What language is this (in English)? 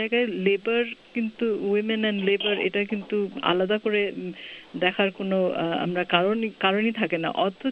Bangla